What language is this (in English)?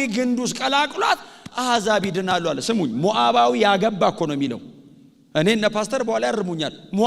Amharic